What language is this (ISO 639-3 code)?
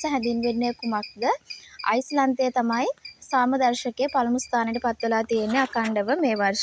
sin